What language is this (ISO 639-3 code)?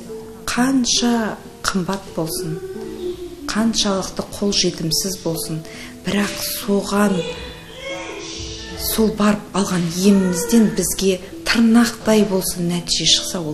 kaz